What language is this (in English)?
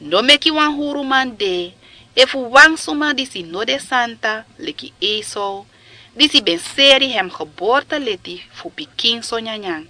Sranan Tongo